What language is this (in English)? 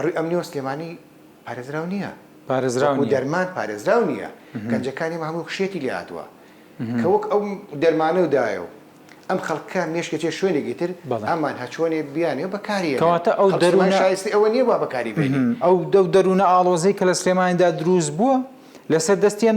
Central Kurdish